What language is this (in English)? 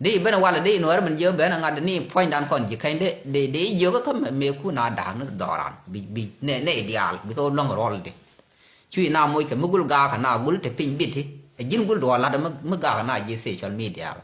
Nuer